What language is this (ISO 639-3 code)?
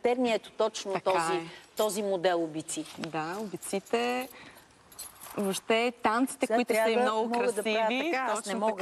bul